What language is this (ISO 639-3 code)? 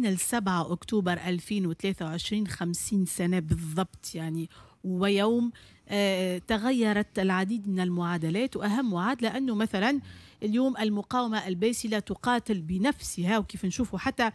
aeb